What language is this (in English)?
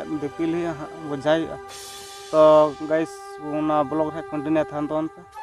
Santali